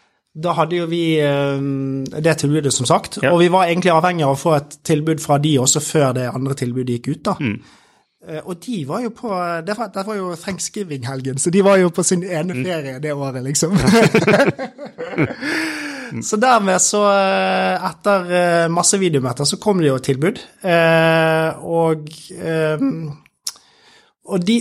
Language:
Norwegian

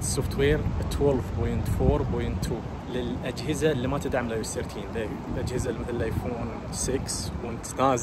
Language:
Najdi Arabic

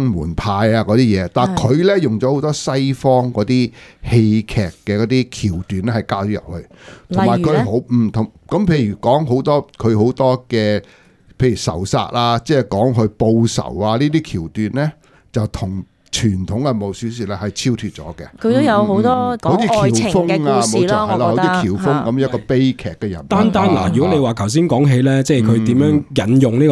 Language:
Cantonese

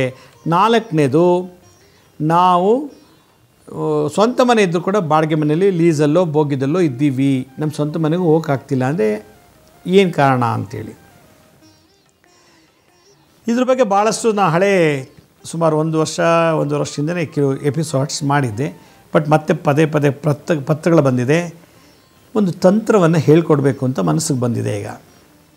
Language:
Kannada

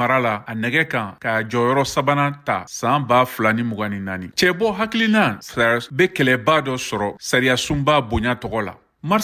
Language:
Bambara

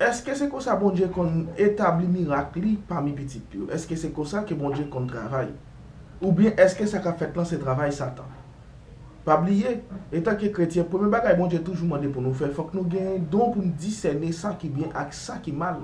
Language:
Haitian Creole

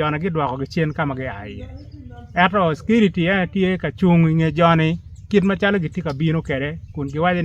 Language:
Acoli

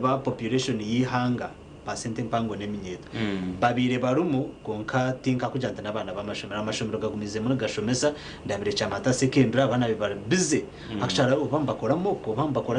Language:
Nyankole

